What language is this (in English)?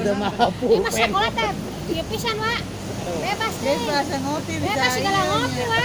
Sundanese